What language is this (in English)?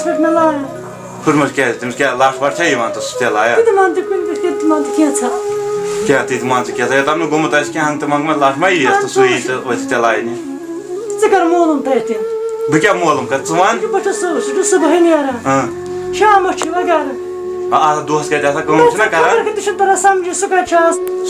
Kashmiri